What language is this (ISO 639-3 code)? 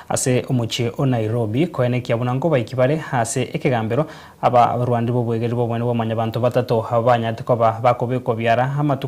guz